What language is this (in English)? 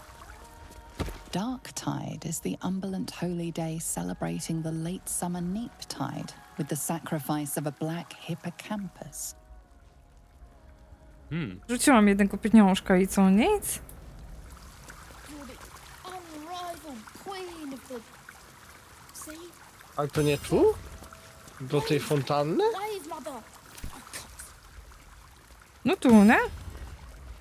Polish